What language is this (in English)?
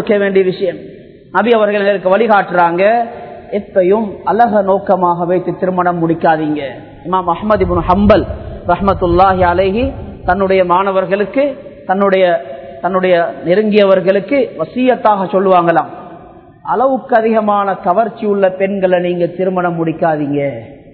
Tamil